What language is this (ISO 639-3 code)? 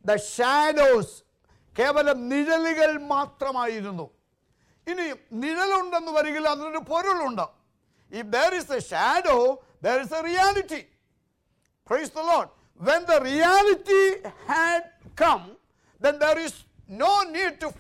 mal